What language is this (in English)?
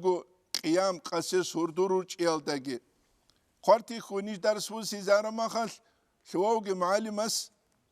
Avaric